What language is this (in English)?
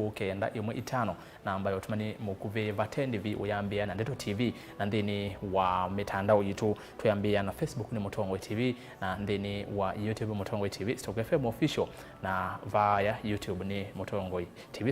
Kamba